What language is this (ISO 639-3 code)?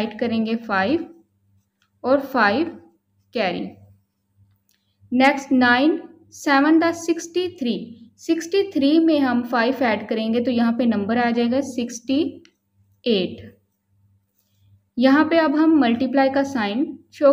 hin